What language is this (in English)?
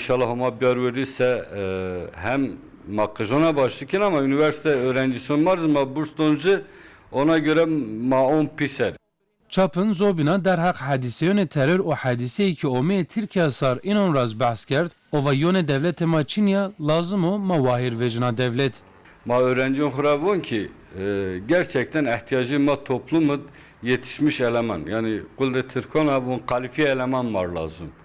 Zaza